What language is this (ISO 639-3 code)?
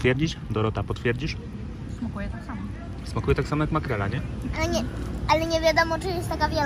pol